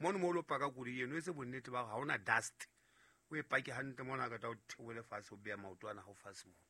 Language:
Southern Sotho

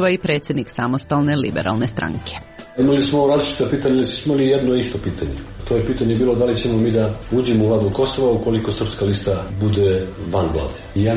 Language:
Croatian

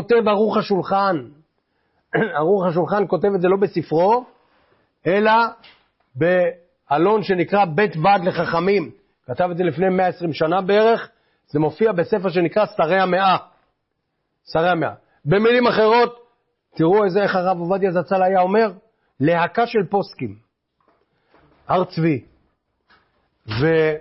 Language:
Hebrew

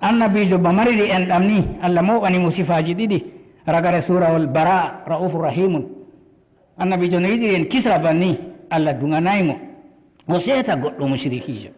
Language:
Fula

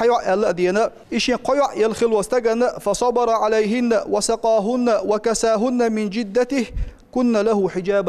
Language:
Chechen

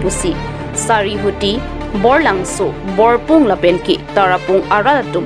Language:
Karbi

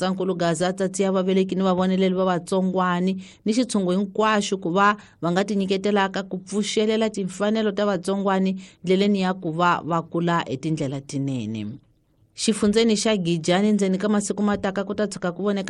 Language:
Tsonga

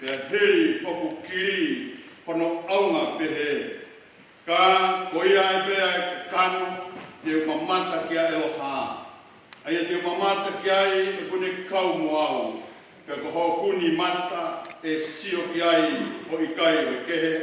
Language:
Tongan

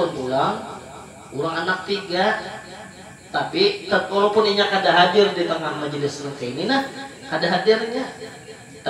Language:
Banjar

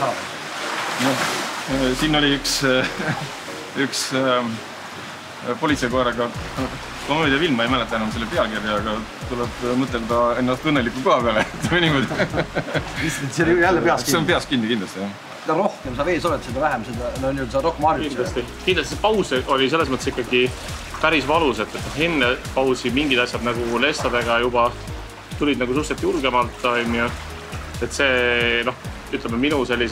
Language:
Estonian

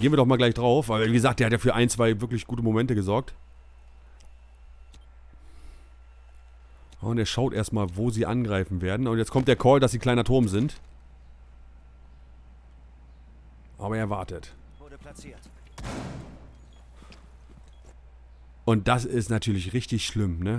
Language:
German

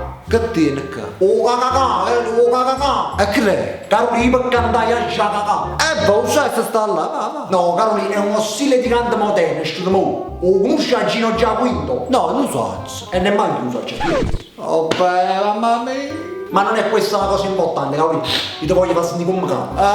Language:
Neapolitan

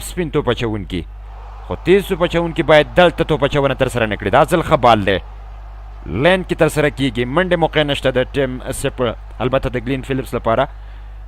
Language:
Pashto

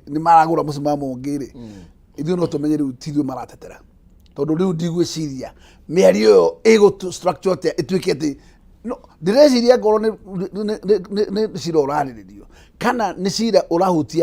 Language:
Kikuyu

